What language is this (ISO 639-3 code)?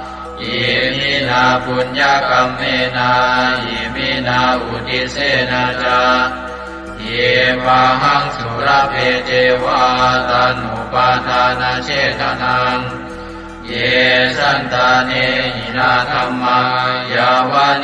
pli